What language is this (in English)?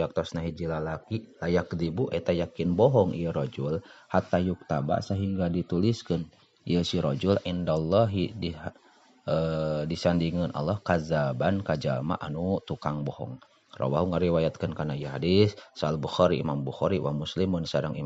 Sundanese